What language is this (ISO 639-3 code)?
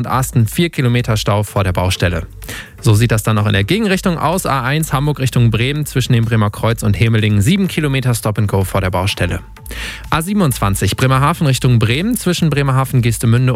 deu